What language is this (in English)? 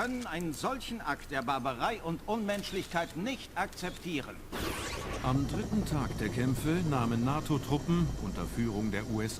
Bavarian